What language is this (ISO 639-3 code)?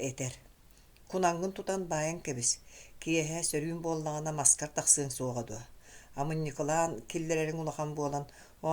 sah